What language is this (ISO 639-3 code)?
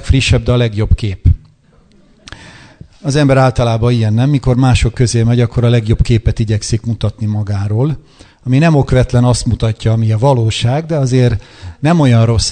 hun